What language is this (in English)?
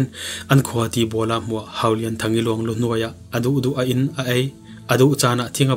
Falam Chin